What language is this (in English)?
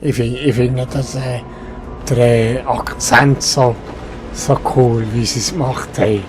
Swiss German